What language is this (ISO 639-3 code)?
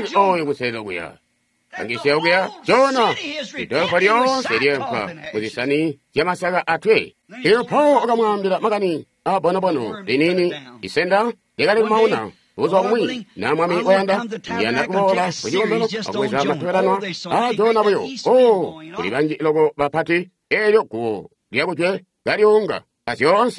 toi